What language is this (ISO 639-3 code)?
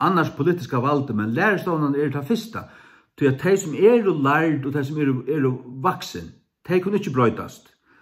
fao